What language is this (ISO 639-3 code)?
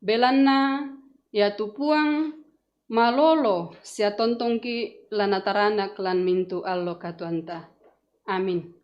sda